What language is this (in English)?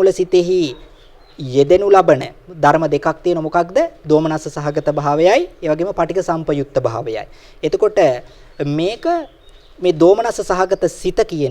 Sinhala